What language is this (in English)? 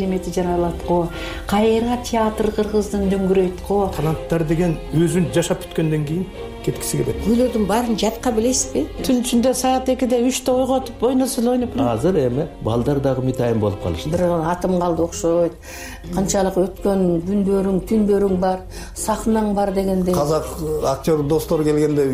Kyrgyz